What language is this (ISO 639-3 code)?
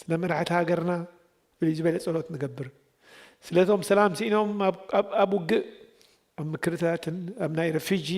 tir